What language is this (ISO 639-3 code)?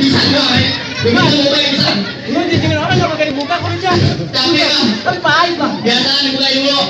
bew